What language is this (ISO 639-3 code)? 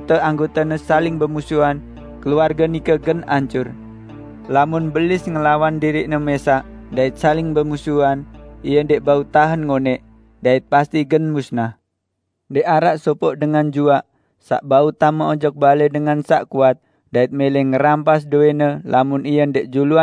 sas